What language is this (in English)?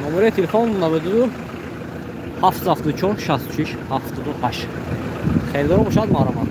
Tajik